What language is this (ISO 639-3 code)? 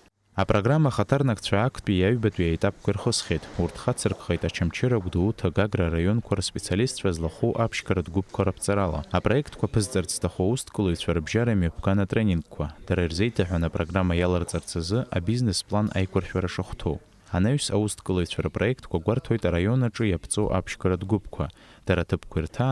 abk